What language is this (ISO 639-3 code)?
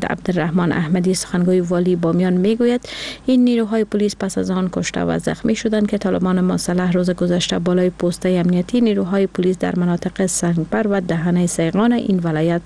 fas